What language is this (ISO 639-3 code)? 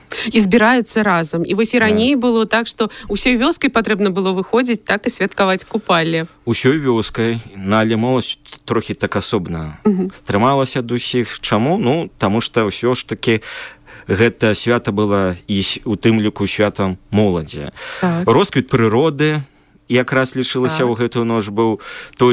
bel